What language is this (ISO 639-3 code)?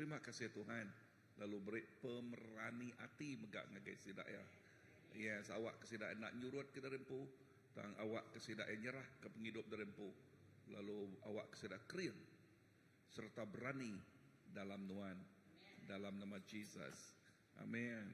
iba